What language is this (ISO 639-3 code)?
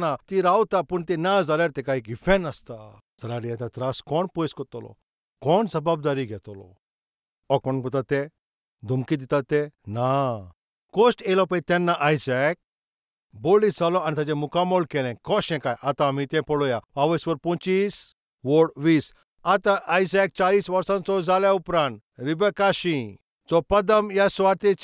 kok